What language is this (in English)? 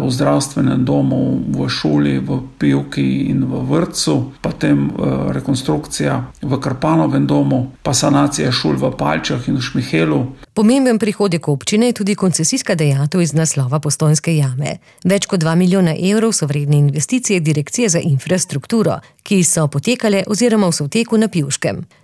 Slovenian